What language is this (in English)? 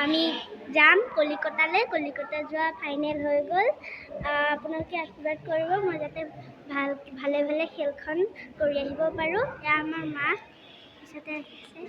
Assamese